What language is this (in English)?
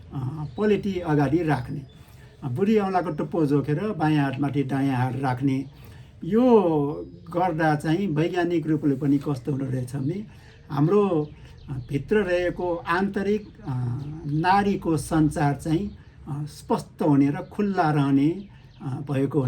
Nepali